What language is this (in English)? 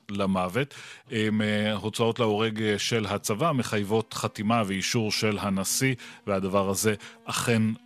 Hebrew